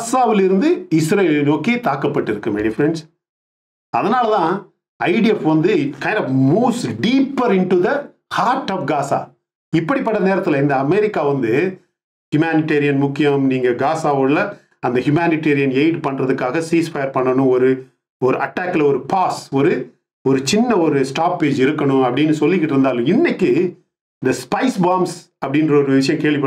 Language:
Tamil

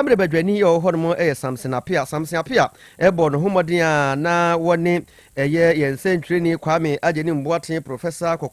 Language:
Akan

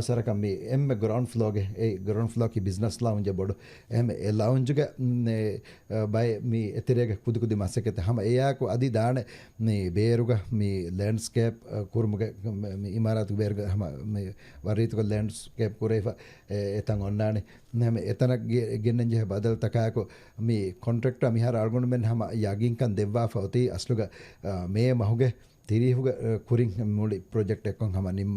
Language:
Divehi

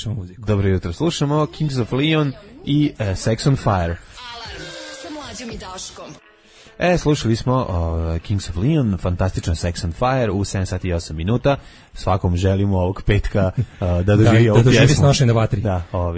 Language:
Serbian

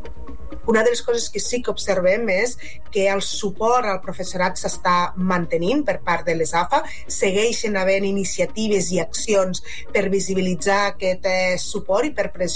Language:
Catalan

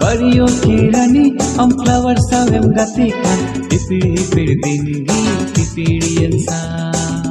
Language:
Santali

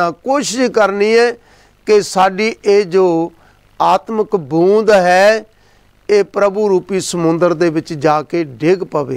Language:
Punjabi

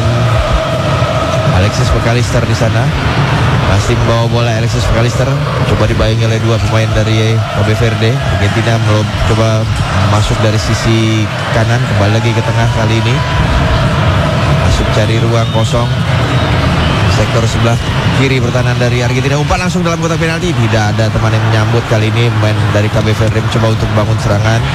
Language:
Indonesian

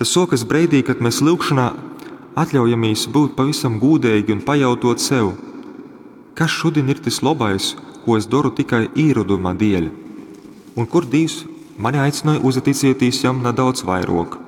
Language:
Latgalian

